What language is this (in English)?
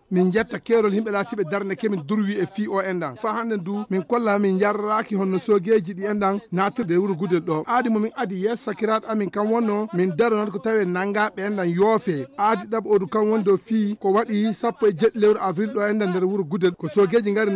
Nigerian Fulfulde